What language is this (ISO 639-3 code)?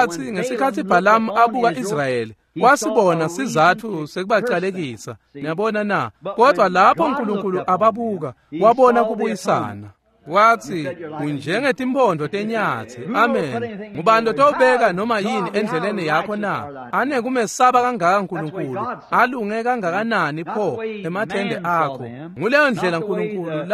ssw